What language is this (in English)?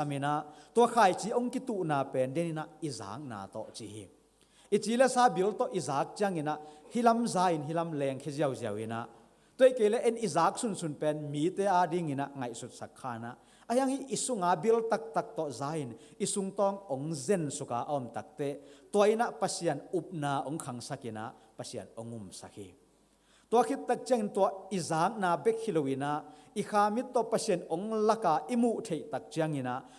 Tedim Chin